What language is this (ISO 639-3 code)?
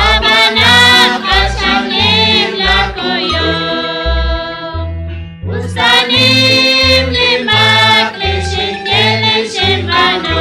kek